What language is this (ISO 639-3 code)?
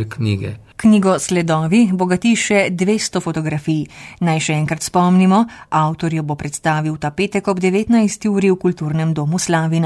slv